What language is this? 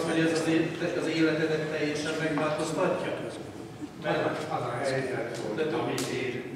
Hungarian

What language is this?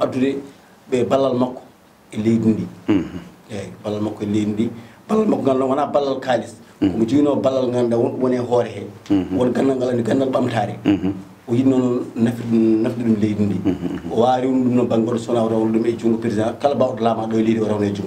Fula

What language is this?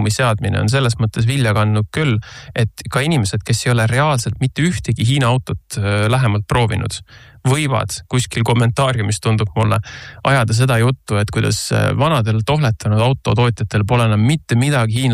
Estonian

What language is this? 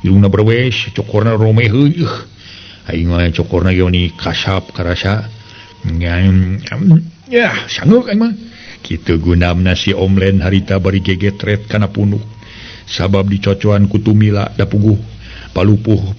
Sundanese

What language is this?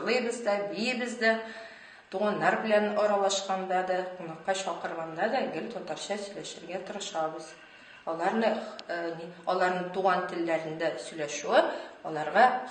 Tatar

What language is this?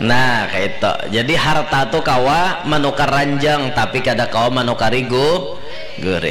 Banjar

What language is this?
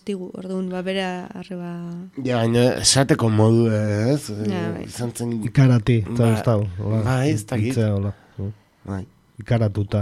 Basque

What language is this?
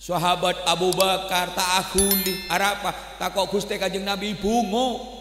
Madurese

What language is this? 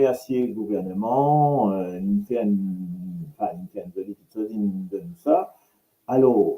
Morisyen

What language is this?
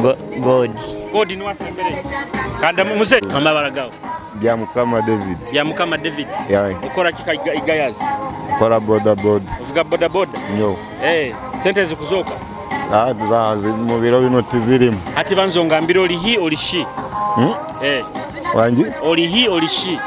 Nyoro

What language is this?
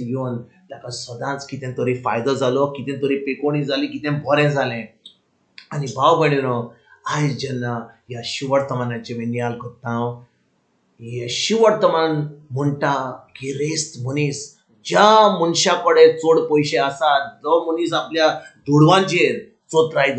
Konkani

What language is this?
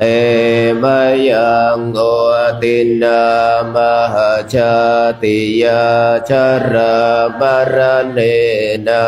Pali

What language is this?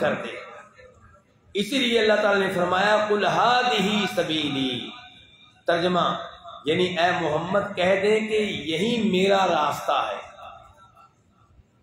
Urdu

